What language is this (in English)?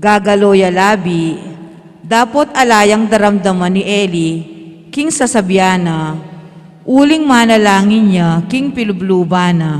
Pampanga